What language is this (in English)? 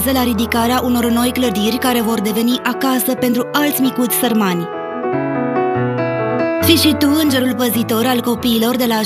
Romanian